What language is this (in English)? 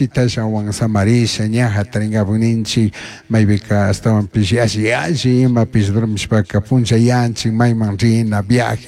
Chimborazo Highland Quichua